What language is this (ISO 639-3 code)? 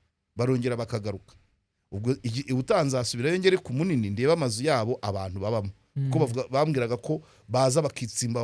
kin